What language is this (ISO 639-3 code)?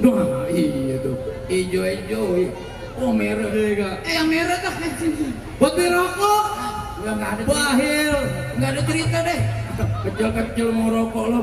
bew